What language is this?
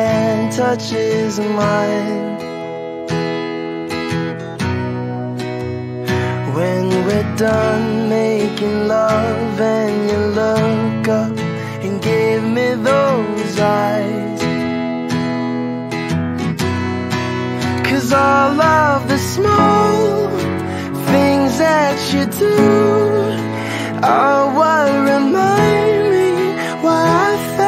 English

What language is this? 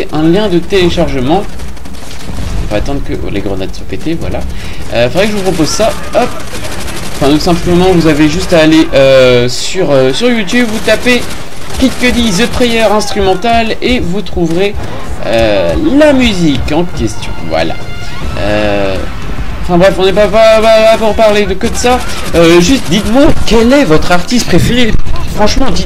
French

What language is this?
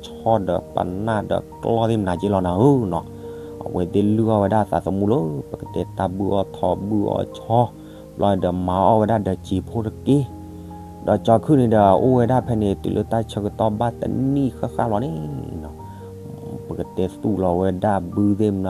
S'gaw Karen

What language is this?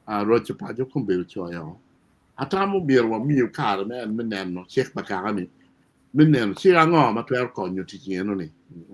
Acoli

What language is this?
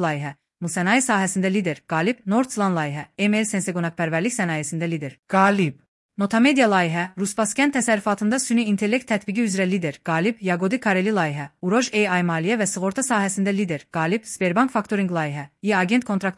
Azerbaijani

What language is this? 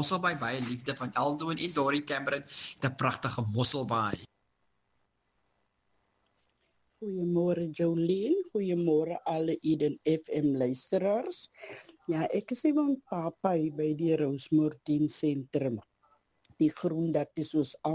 Afrikaans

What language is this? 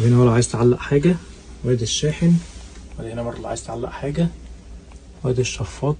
Egyptian Arabic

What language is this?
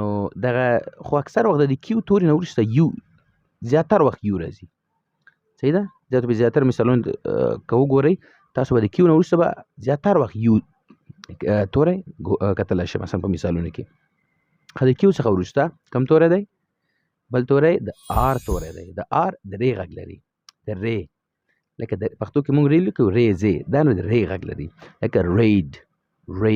Pashto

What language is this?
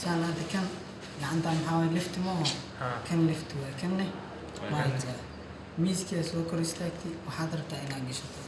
Somali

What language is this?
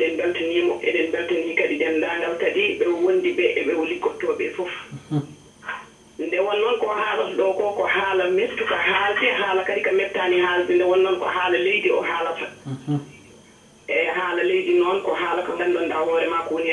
Fula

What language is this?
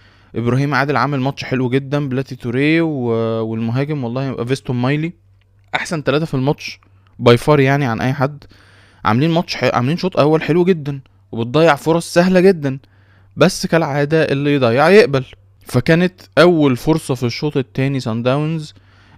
Egyptian Arabic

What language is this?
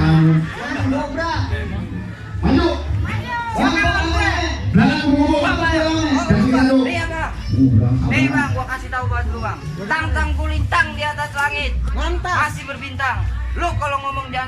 Betawi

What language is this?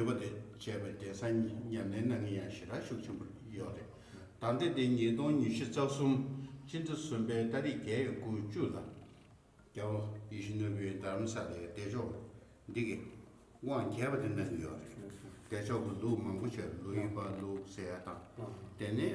Tibetan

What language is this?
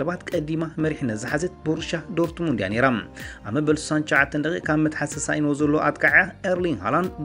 Tigrinya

